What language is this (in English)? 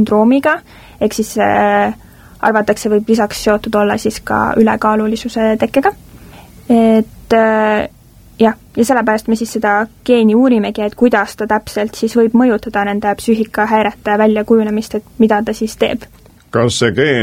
Estonian